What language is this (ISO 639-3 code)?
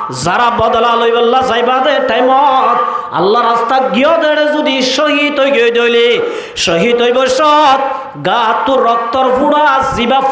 rhg